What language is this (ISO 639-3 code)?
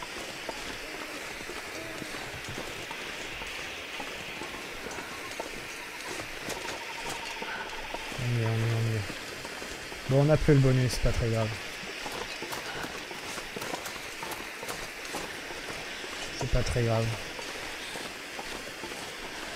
fra